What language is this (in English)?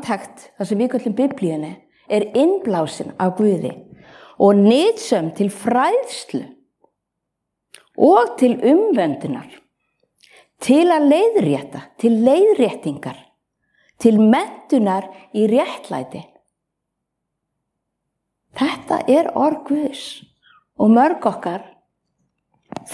Icelandic